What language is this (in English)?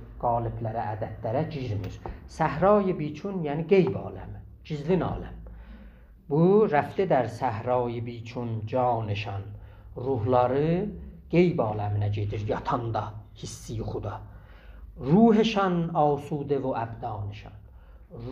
South Azerbaijani